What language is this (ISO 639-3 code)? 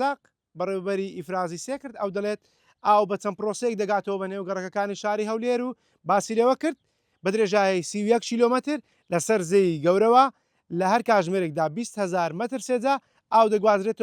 ckb